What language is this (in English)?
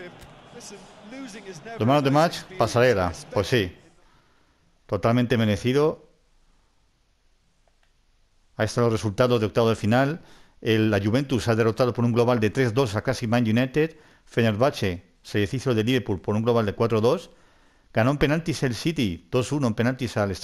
Spanish